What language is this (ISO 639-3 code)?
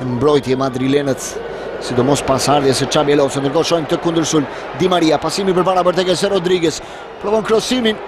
sqi